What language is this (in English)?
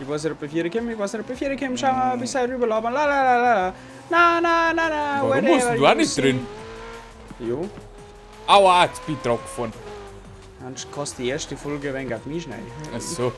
Bavarian